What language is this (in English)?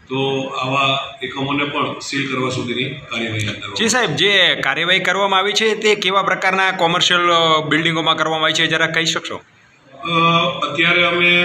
Gujarati